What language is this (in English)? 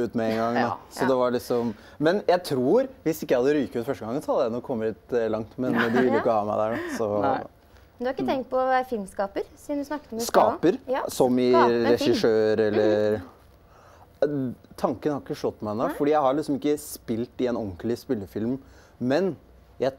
Norwegian